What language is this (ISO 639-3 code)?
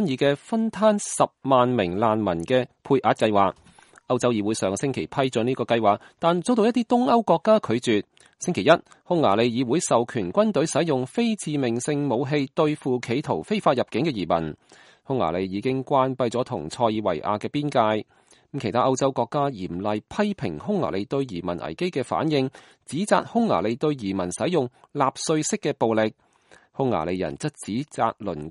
yue